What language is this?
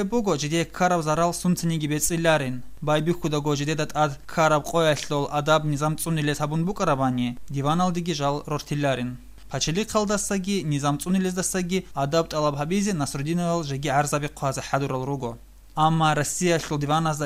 Avaric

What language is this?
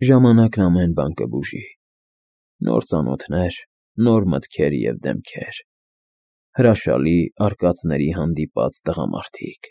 Armenian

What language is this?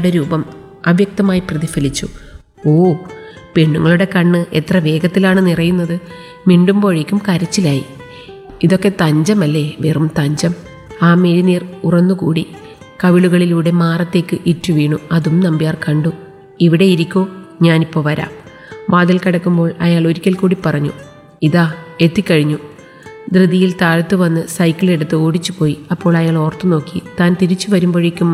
Malayalam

